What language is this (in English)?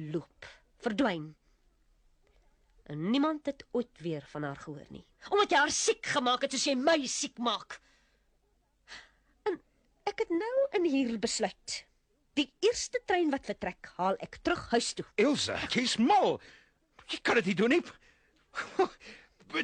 Afrikaans